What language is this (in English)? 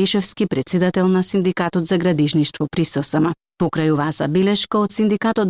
Macedonian